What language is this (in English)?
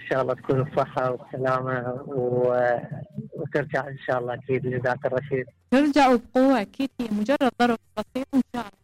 Mesopotamian Arabic